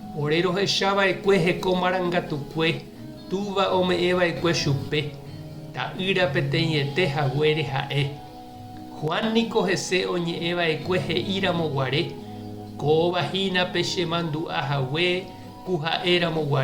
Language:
Guarani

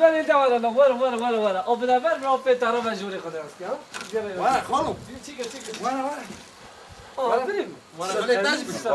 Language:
Kurdish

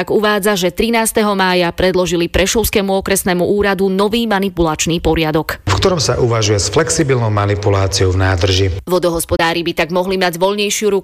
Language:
Slovak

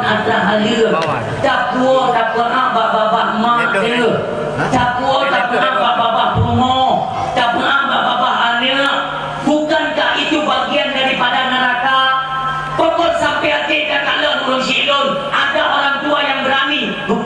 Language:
Achinese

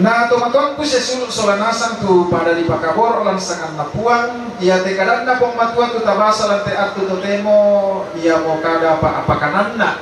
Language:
Toraja-Sa'dan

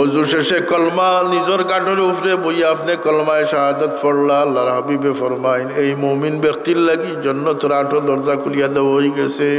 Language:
Sylheti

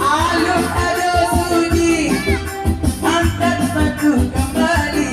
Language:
Minangkabau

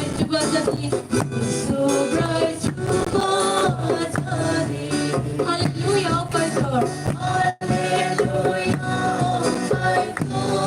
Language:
Kok Borok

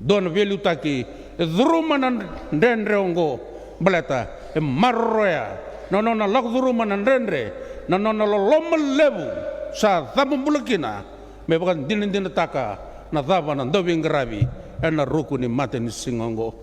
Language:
Fijian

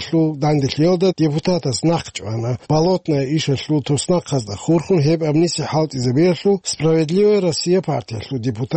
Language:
Avaric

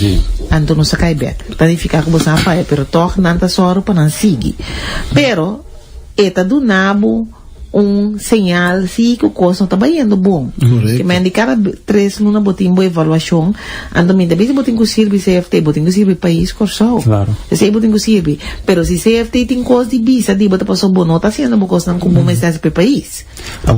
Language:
Papiamento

